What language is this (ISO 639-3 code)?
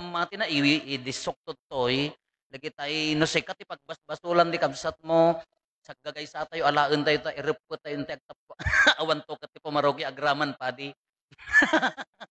ilo